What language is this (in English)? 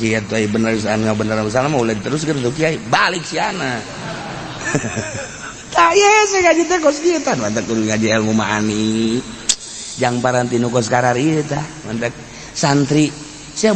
Sundanese